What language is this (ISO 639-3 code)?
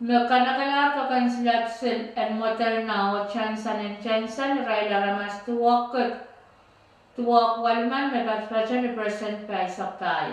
pon